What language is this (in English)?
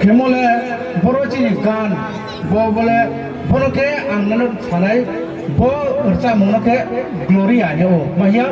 Riang (India)